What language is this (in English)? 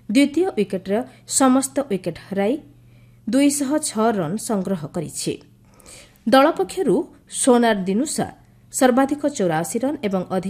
Odia